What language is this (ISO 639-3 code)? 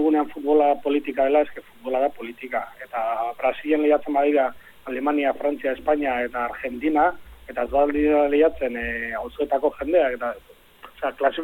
eus